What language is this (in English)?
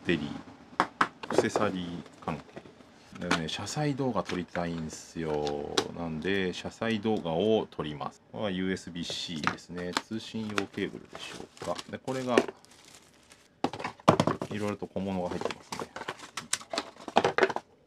Japanese